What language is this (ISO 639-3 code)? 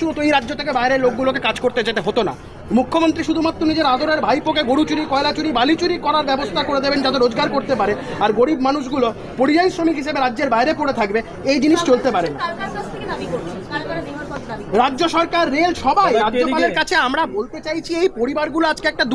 ben